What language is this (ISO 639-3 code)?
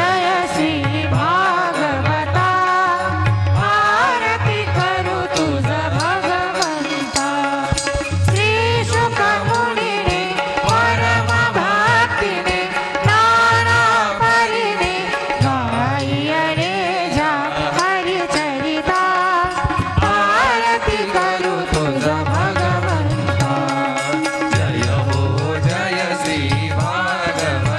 mar